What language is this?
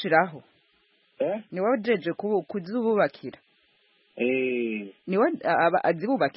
Kinyarwanda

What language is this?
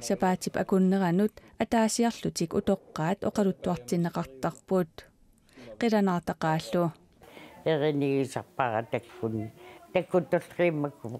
Kalaallisut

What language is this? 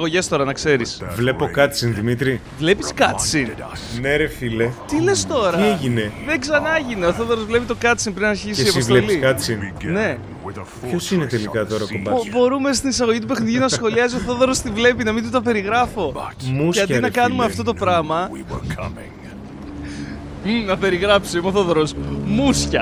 Greek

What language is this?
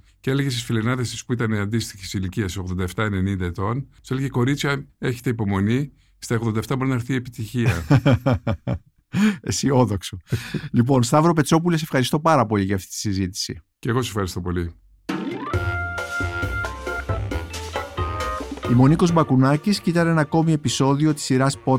Greek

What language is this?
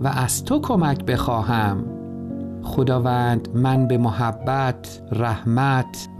Persian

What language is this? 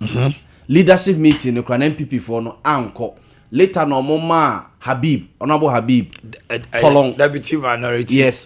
Akan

